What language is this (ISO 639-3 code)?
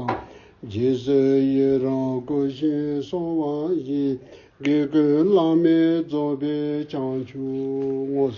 bod